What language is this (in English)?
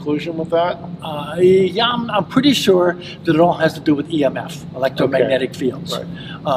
English